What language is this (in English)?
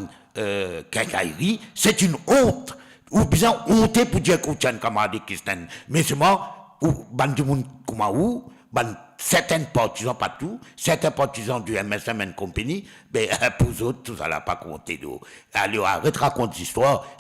Morisyen